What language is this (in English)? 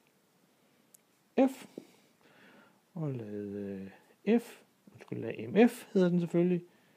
Danish